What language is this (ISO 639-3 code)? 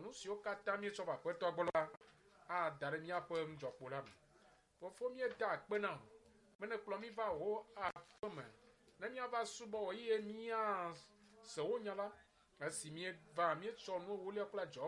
ewe